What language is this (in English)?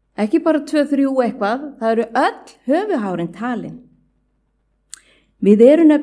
Icelandic